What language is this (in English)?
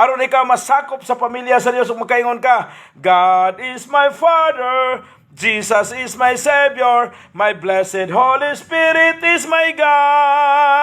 Cebuano